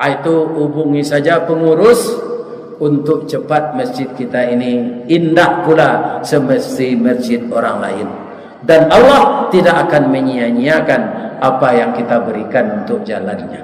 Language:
Minangkabau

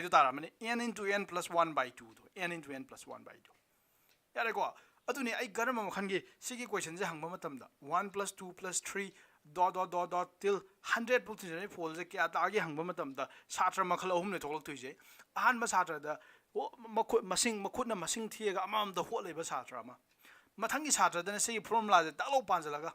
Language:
Manipuri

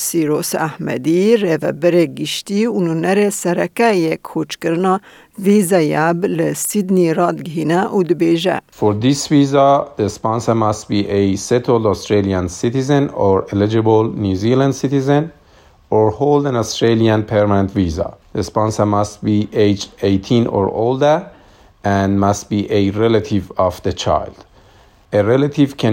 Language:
Kurdish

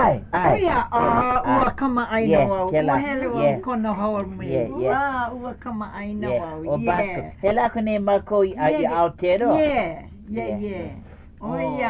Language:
Hawaiian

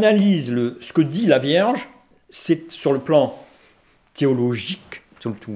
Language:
French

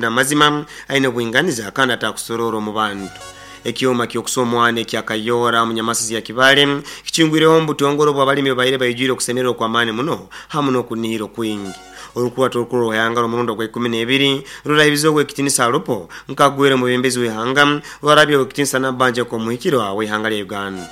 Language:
Nyoro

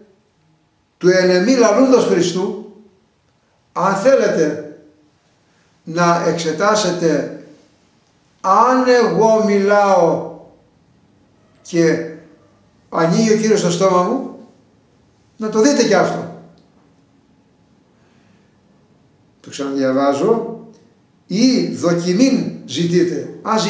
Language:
Greek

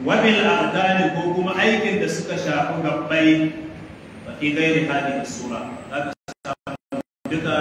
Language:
Hausa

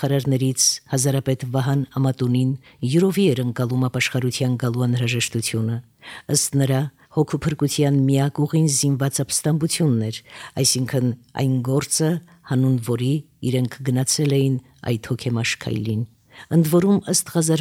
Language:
Armenian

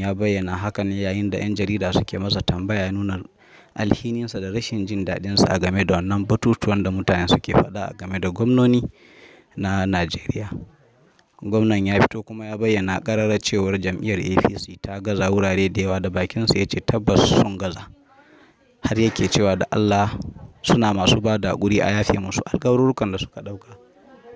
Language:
Hausa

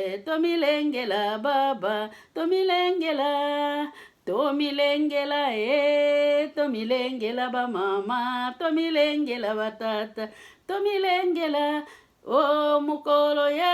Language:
Lingala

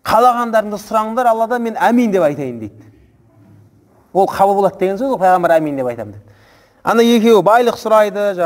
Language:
Kazakh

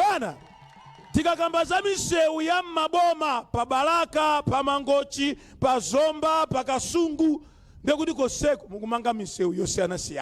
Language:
Nyanja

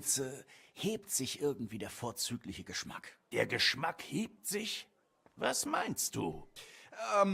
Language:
Swiss German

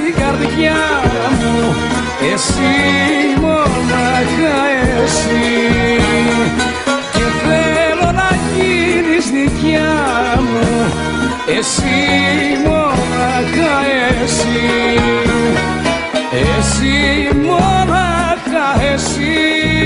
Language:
Greek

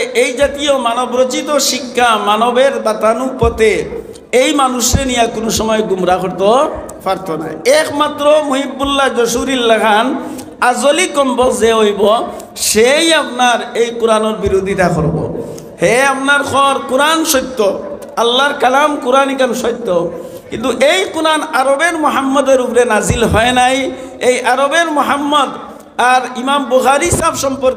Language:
Sylheti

